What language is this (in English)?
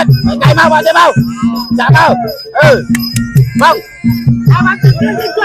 Northeastern Thai